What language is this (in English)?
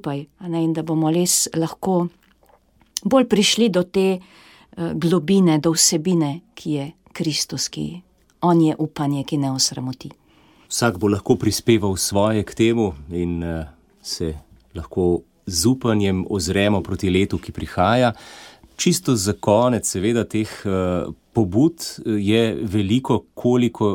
Slovenian